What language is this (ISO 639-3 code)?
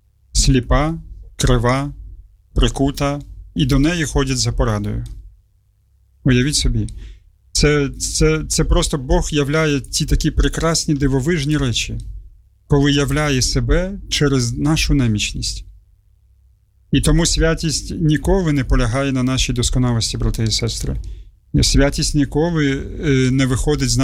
ukr